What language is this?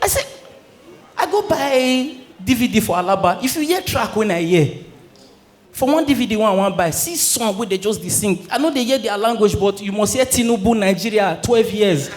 Nigerian Pidgin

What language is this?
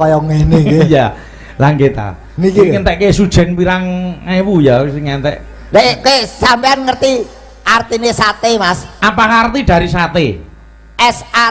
Javanese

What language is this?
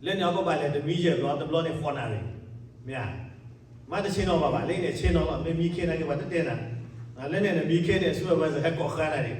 S'gaw Karen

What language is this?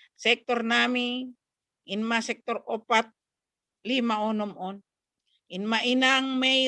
Batak Simalungun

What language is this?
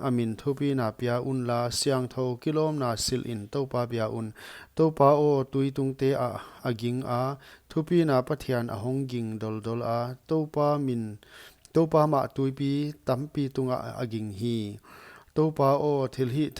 Paite Chin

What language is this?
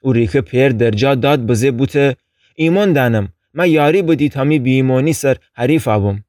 Gilaki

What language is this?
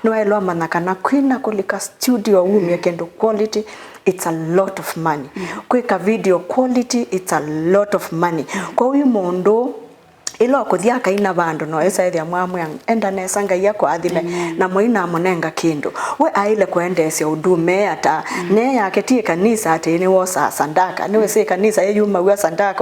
Kamba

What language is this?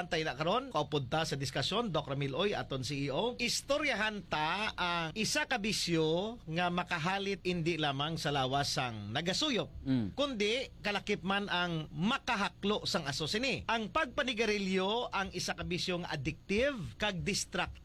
Hiligaynon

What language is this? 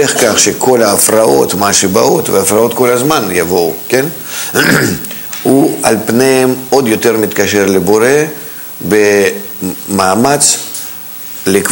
Hebrew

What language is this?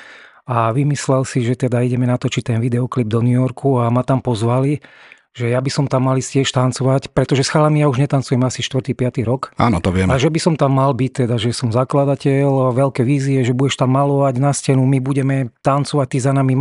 Slovak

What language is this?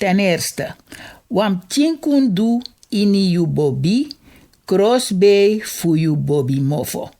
Sranan Tongo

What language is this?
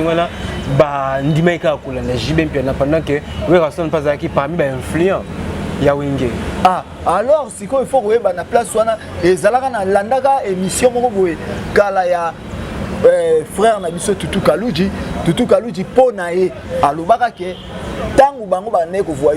Lingala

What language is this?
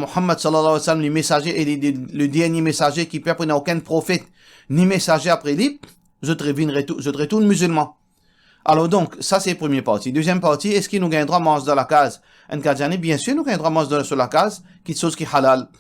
Morisyen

